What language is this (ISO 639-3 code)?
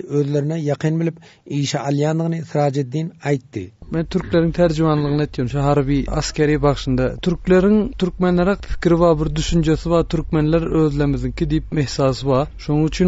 tuk